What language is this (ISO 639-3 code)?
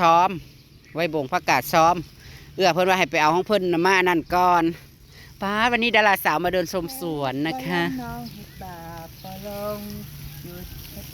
tts